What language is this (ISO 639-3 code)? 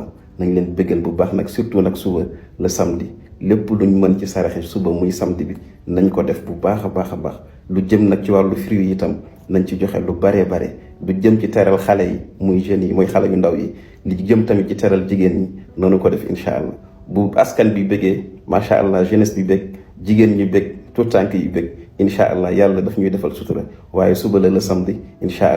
wol